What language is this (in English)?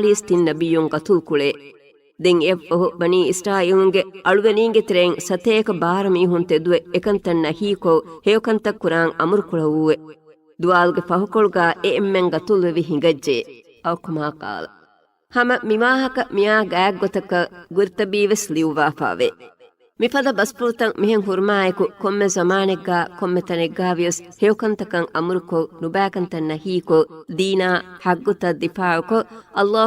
Divehi